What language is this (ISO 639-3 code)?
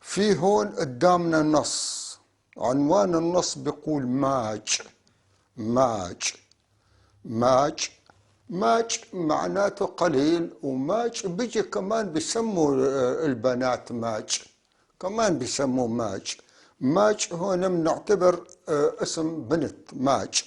apc